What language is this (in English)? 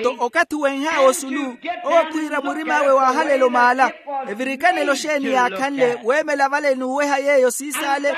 Makhuwa